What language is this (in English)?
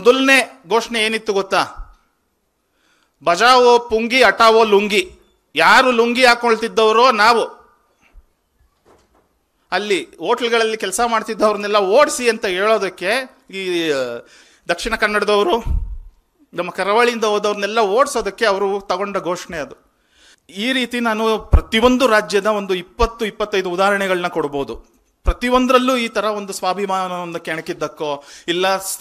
Kannada